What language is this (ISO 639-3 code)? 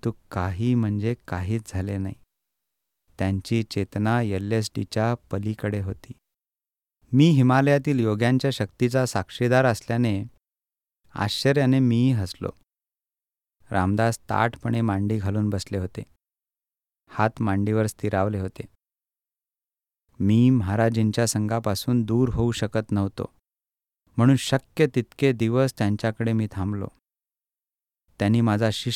mar